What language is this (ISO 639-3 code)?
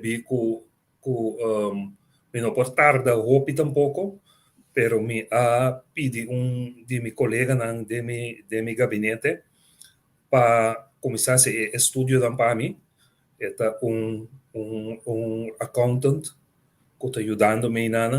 pap